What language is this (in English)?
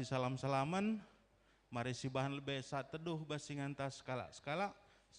Batak Karo